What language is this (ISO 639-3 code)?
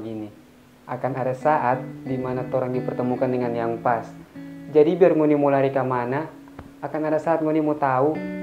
xmm